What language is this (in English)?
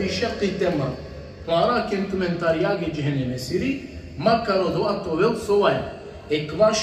Balkan Romani